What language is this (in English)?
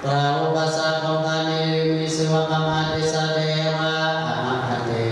Pali